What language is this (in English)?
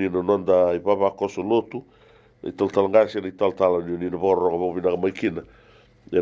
Fijian